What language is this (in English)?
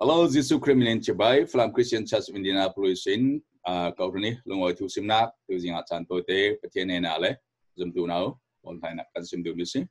Falam Chin